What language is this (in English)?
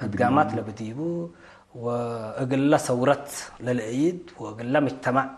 Tigre